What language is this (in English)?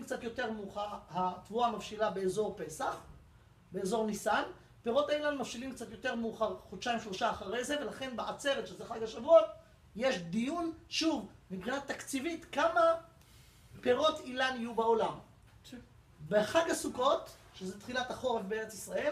Hebrew